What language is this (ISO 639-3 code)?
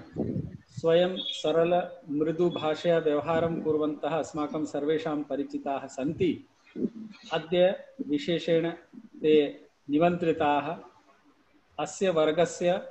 san